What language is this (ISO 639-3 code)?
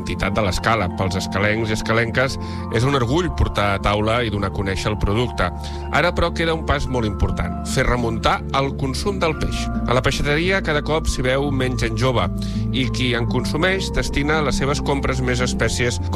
cat